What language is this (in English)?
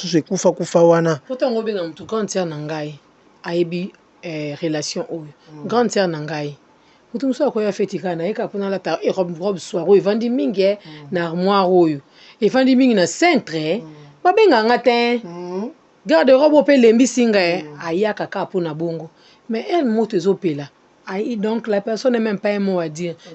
Lingala